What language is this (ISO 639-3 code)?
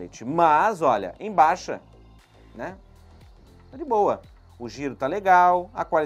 por